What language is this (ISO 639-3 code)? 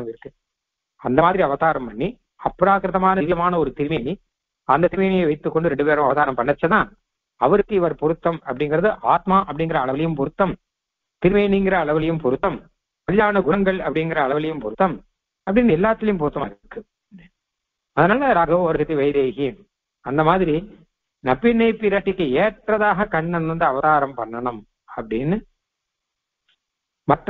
tam